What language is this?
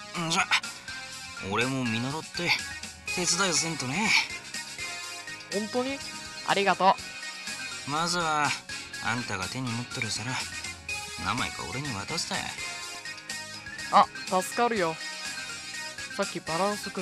Japanese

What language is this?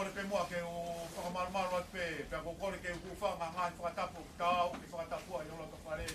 Tongan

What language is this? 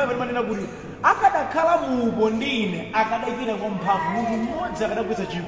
Nyanja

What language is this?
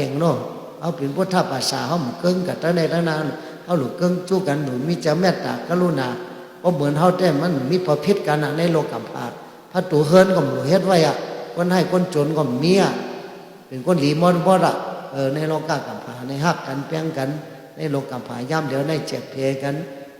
Shan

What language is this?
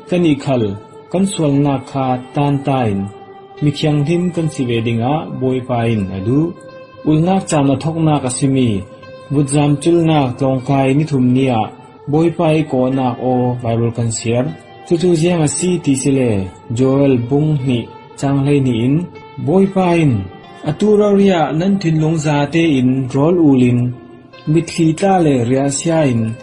Falam Chin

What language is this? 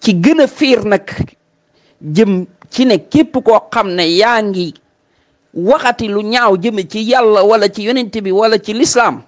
Wolof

